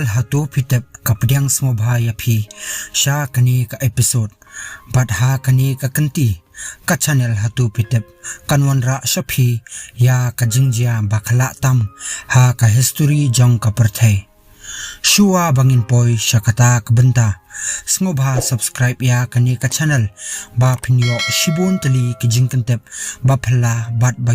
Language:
Khasi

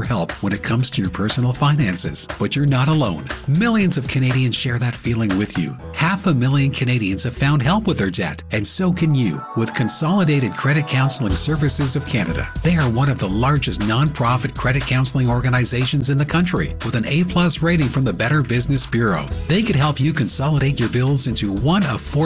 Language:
English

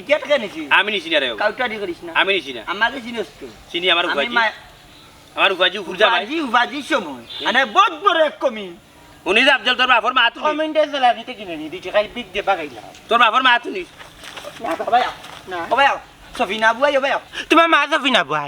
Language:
Sylheti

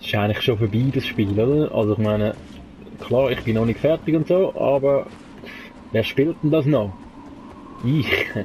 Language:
Swiss German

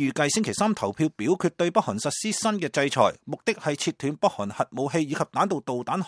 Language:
Cantonese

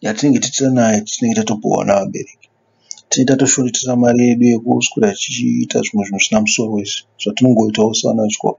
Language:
Shona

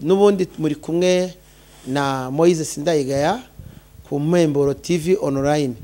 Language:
Kinyarwanda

